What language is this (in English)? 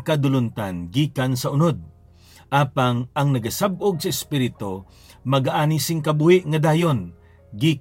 Hiligaynon